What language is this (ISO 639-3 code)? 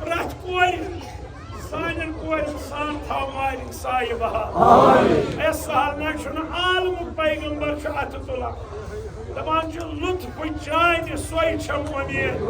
kas